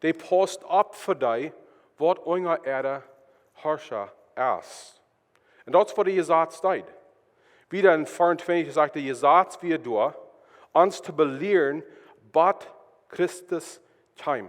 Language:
Plautdietsch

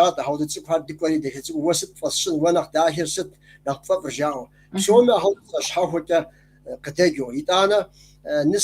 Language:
Kabardian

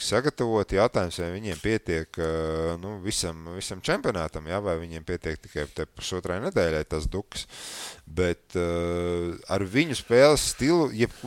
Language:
Latvian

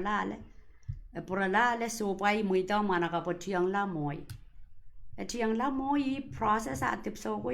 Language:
Pohnpeian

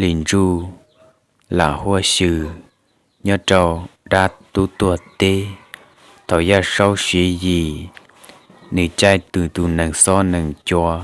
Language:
Hmong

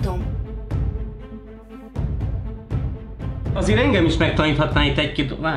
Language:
Hungarian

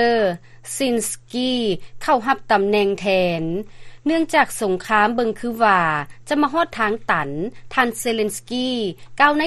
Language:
Lao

